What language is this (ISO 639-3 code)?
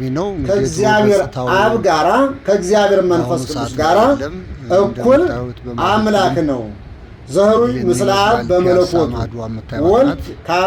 amh